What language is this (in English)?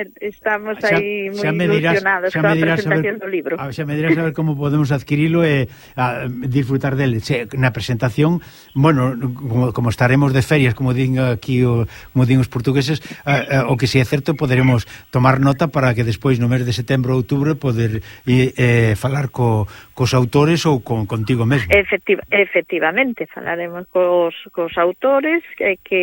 Galician